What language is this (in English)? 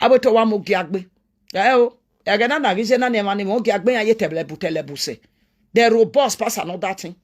Nigerian Pidgin